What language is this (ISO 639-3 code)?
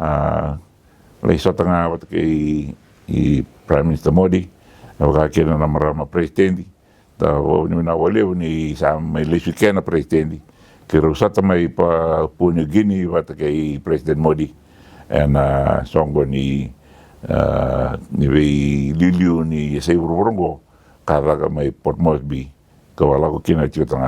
fij